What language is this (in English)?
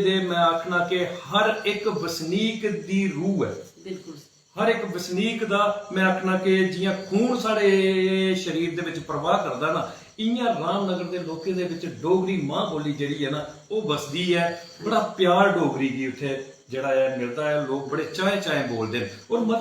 Dogri